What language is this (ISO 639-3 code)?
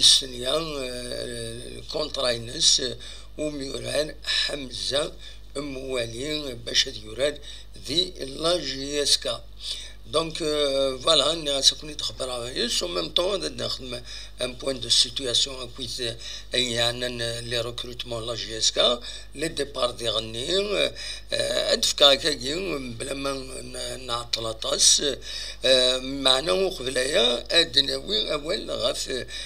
kab